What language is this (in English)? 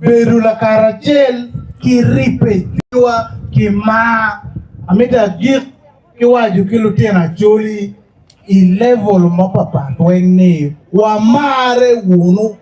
Acoli